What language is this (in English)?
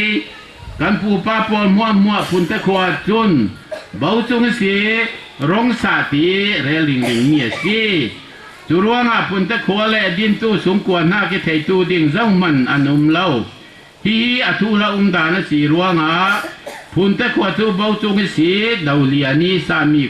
Falam Chin